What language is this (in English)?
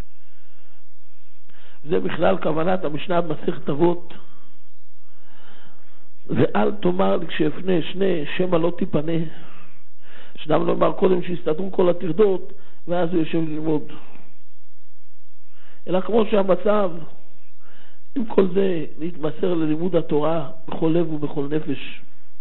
Hebrew